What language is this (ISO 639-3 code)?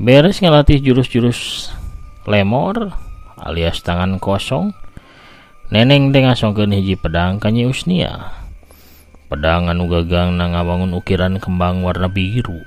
sun